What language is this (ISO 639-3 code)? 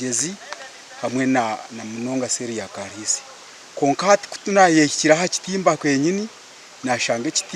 nyn